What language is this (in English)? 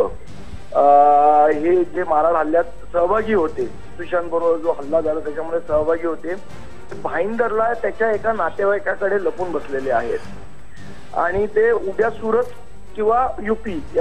Marathi